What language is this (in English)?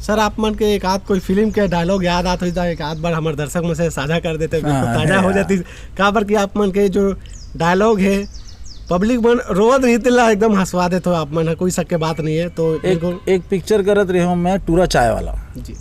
Chhattisgarhi